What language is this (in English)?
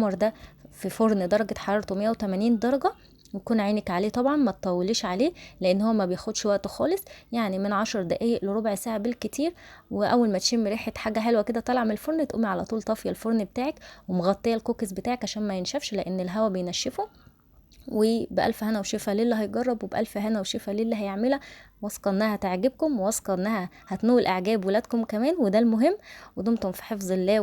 Egyptian Arabic